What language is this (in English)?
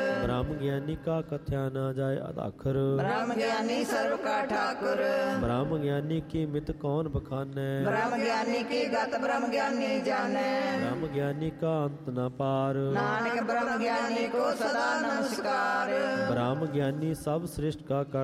Punjabi